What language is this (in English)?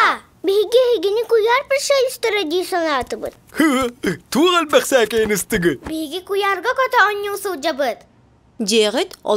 Yakut